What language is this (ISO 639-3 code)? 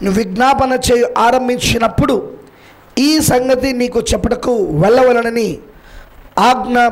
tel